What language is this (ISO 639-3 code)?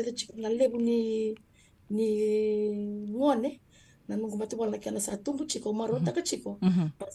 fij